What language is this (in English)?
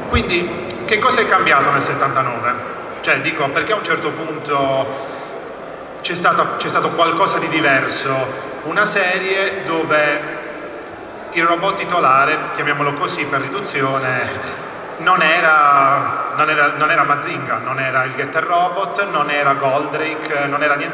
Italian